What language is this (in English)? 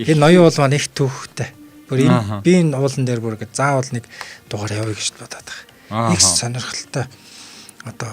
Mongolian